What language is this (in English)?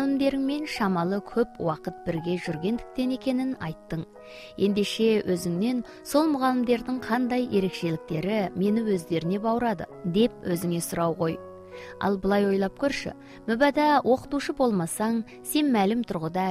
Kazakh